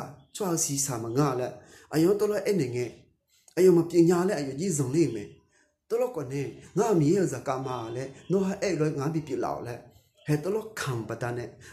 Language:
Akha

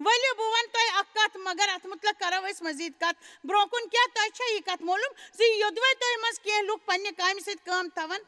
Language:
Kashmiri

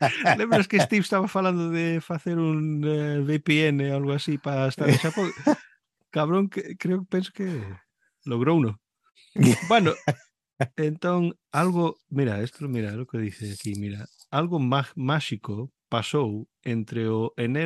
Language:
Galician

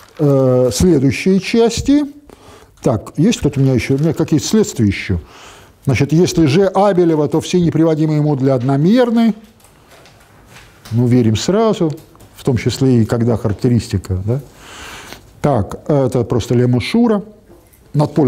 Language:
Russian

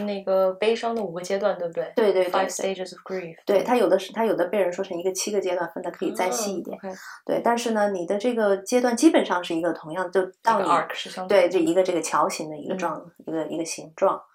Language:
Chinese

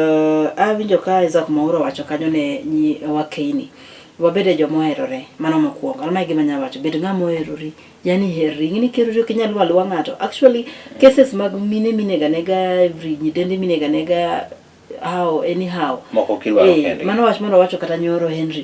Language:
Luo (Kenya and Tanzania)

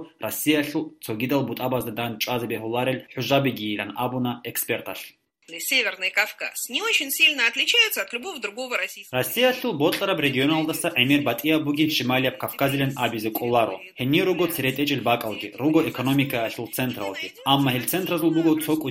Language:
Avaric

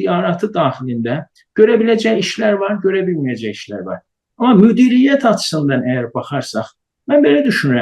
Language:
South Azerbaijani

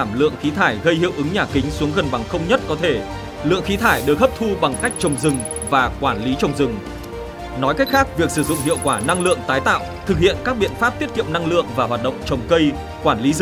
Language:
Vietnamese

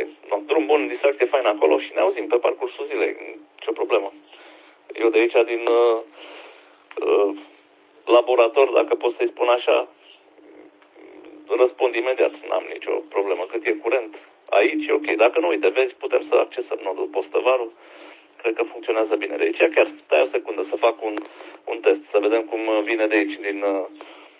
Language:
Romanian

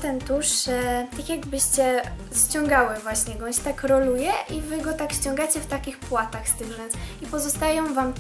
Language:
Polish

